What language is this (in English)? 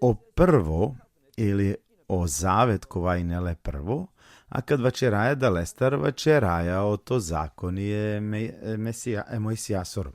Balkan Romani